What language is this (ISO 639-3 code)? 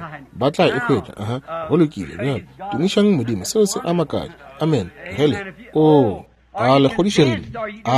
nso